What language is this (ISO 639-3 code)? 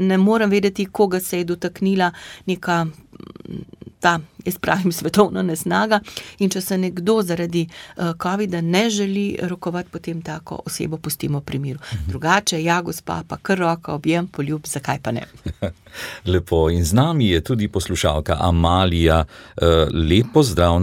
slv